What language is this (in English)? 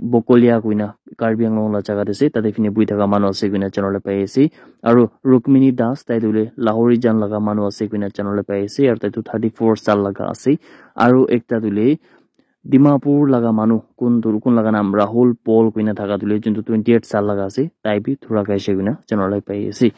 Naga Pidgin